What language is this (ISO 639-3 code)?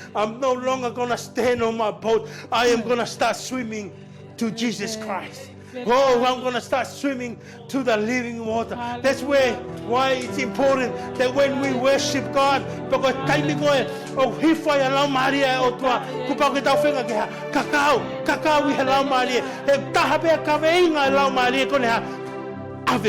ton